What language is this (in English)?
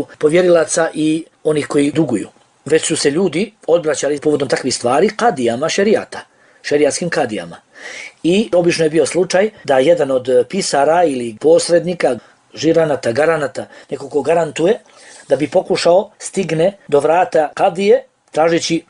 Bosnian